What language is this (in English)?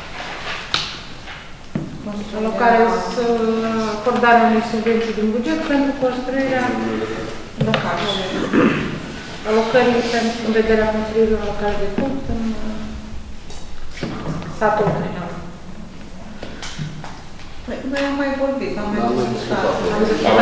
Romanian